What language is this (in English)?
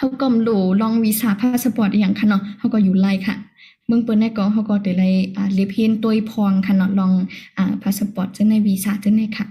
Shan